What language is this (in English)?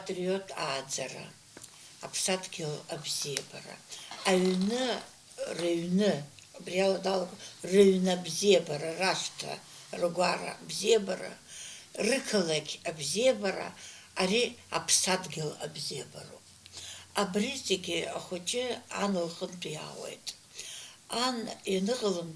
Abkhazian